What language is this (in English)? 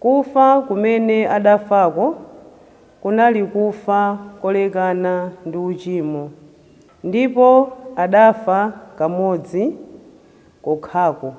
Nyanja